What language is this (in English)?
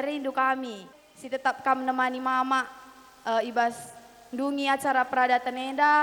Batak Karo